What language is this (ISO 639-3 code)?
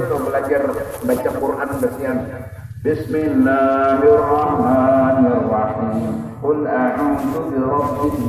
bjn